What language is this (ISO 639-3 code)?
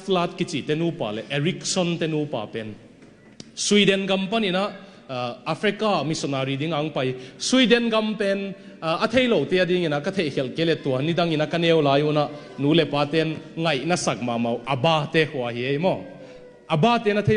ctd